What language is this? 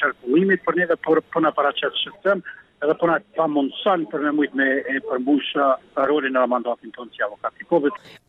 Albanian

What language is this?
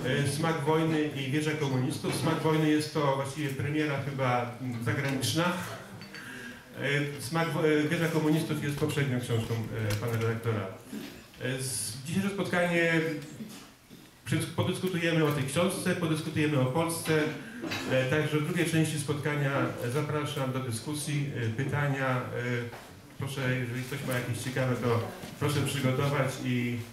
Polish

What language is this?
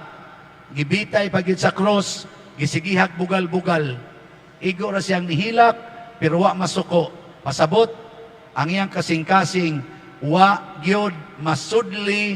Cebuano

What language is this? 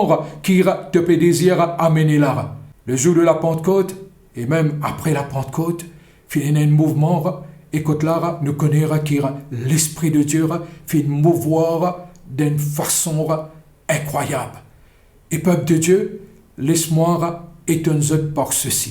Morisyen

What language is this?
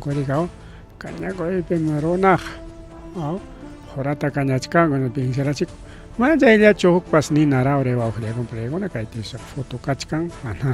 Ayacucho Quechua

